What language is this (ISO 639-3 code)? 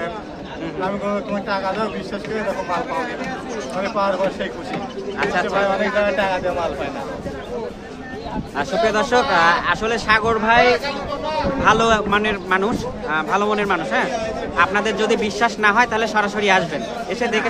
ben